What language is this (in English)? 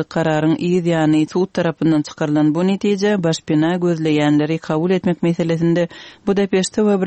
Turkmen